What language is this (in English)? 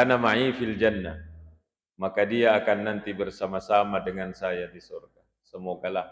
Buginese